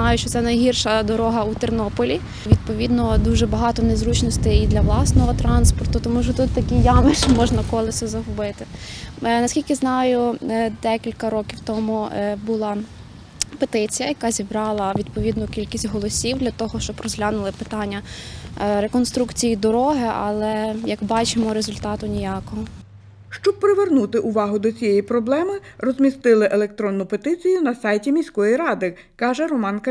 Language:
Ukrainian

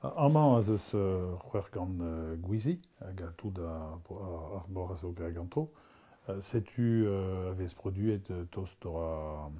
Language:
Breton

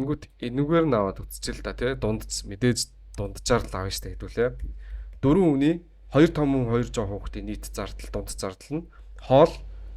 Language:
Mongolian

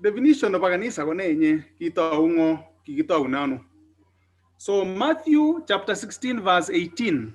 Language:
Kalenjin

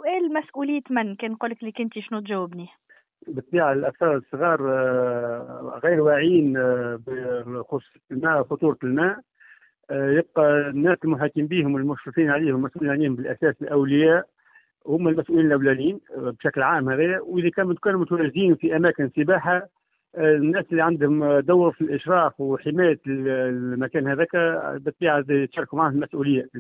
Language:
Tunisian Arabic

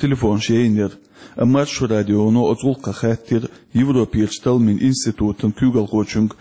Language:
Chechen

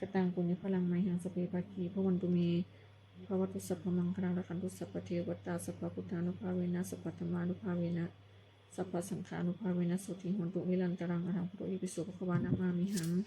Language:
Pali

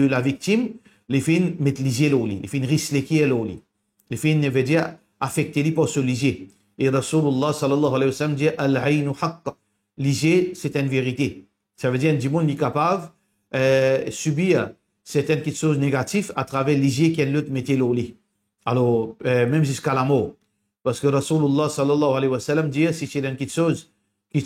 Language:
Morisyen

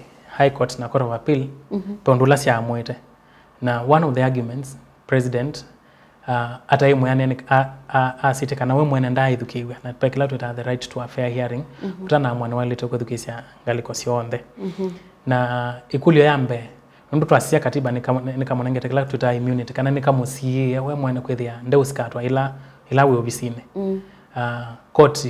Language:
Kamba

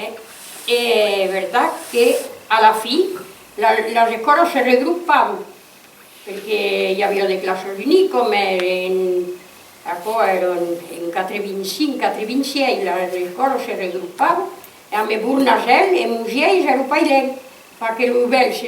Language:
Occitan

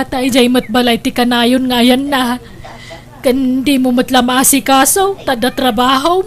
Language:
Iloko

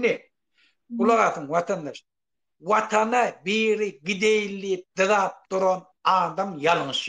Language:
Turkmen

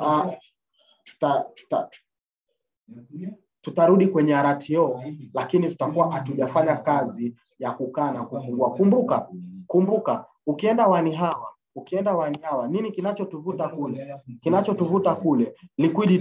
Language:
Swahili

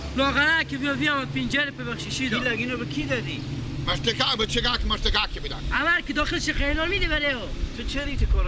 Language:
Persian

